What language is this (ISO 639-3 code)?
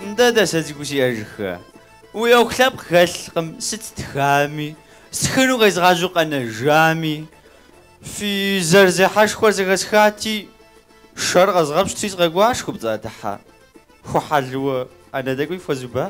kbd